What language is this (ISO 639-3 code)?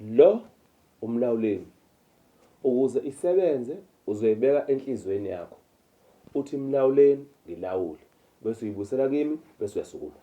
zul